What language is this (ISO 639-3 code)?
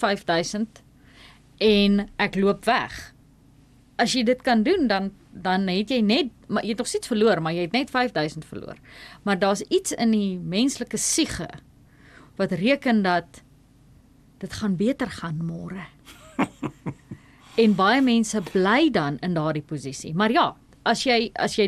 afr